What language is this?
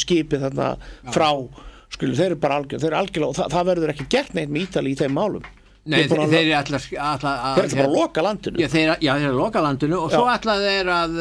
Icelandic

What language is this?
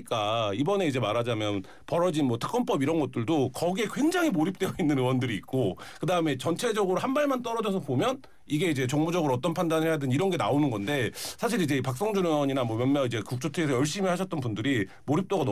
Korean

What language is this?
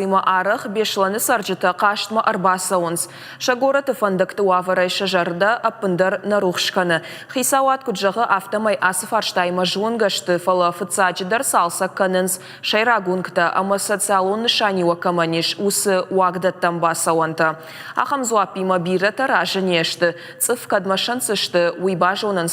Ossetic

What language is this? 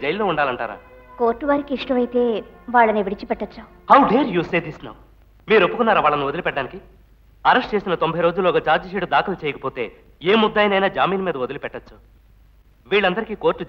Telugu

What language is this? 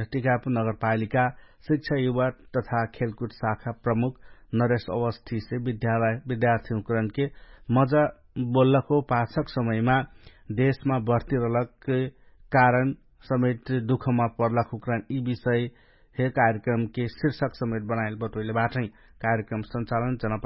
Dangaura Tharu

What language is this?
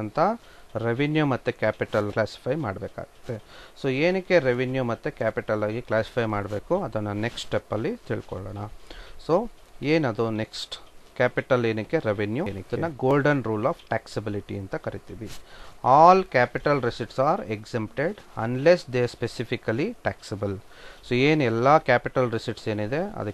Kannada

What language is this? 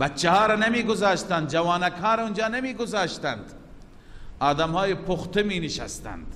Persian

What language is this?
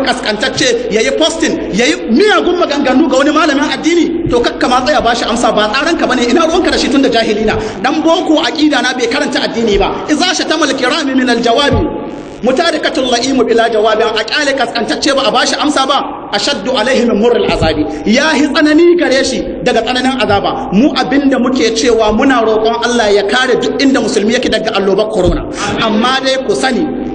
Hausa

